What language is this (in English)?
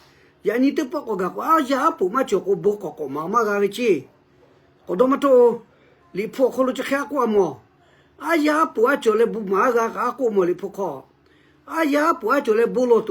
Lahu